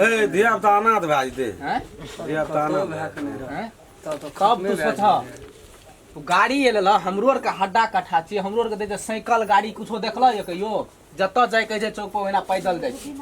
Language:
Maithili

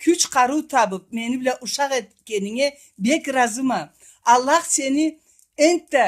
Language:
Karachay-Balkar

